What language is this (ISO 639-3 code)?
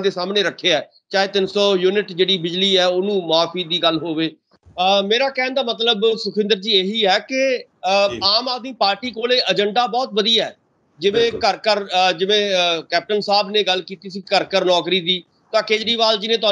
pan